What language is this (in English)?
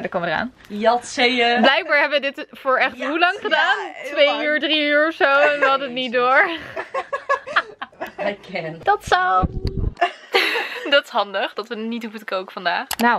Dutch